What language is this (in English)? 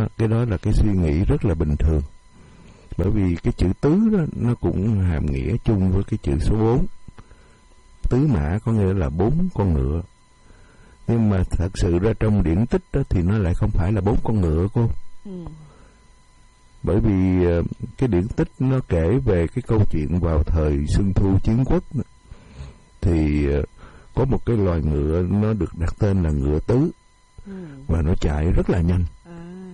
Vietnamese